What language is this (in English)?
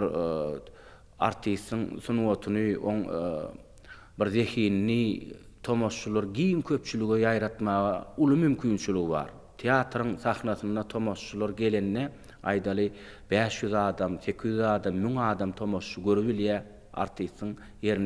Turkmen